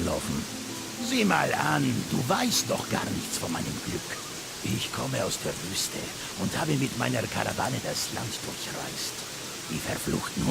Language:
Bavarian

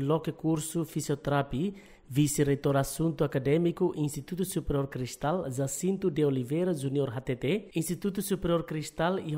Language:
Tetum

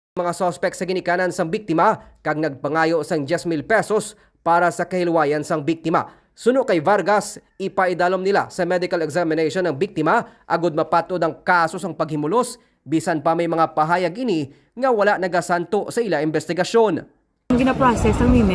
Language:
Hiligaynon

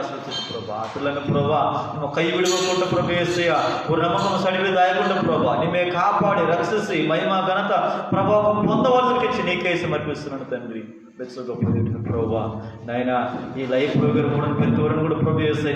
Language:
Koya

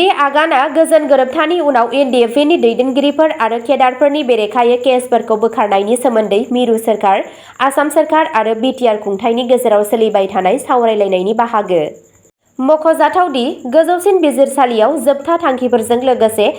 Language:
Bodo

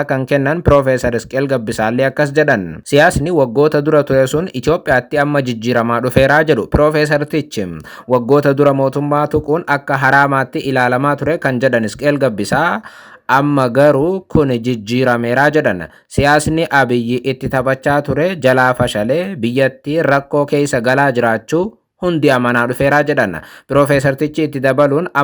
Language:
Oromo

